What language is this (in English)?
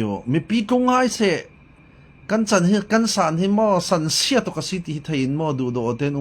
Falam Chin